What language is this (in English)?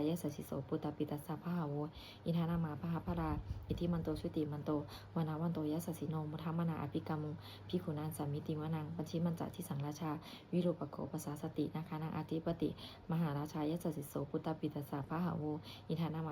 Pali